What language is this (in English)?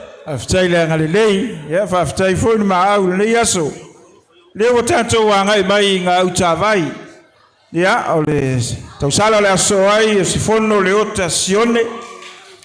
Samoan